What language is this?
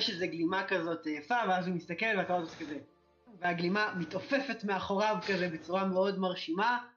Hebrew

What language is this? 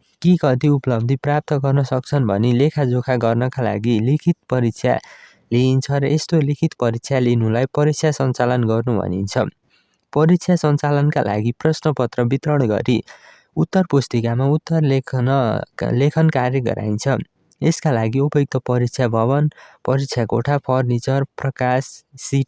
Nepali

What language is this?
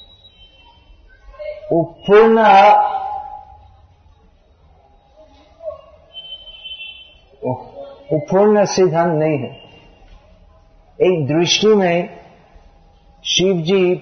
Hindi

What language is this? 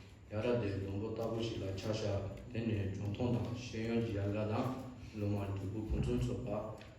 Tibetan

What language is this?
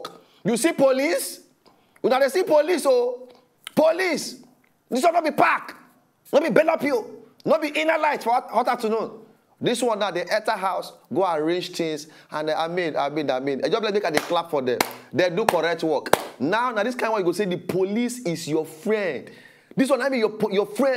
Nigerian Pidgin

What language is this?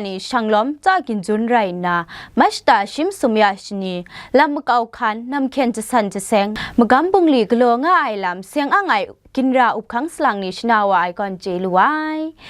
Kachin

